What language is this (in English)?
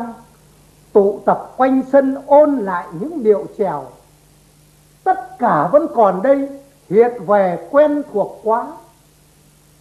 Vietnamese